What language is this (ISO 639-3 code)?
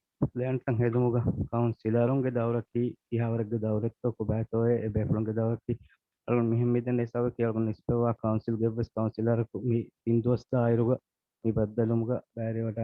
div